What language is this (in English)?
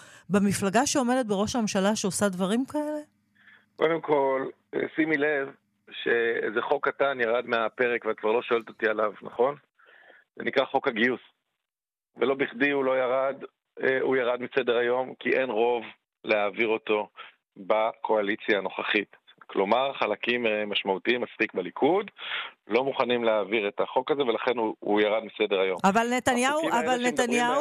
Hebrew